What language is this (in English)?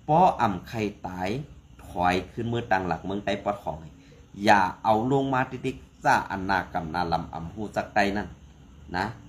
Shan